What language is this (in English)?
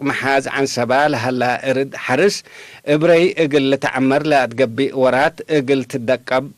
Tigre